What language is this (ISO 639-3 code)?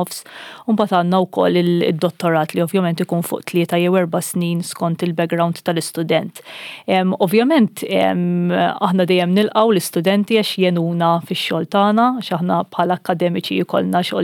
mlt